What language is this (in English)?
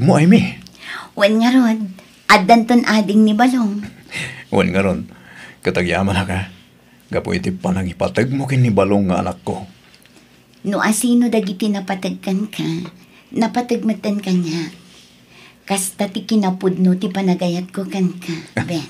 Iloko